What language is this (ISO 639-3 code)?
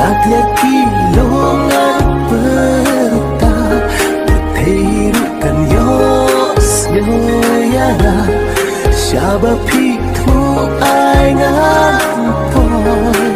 kha